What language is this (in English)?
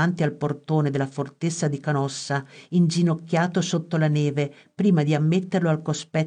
Italian